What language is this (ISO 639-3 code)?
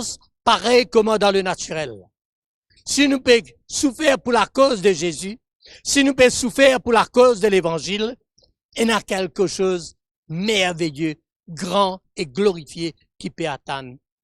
mfe